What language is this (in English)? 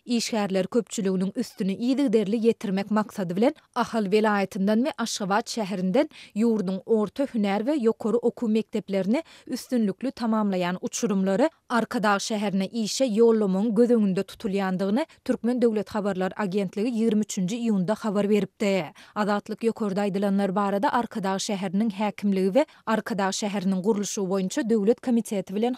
Turkmen